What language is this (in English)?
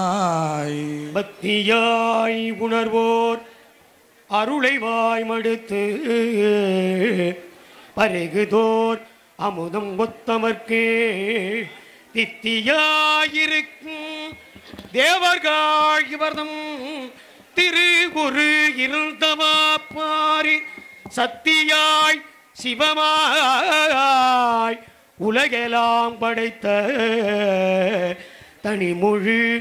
Tamil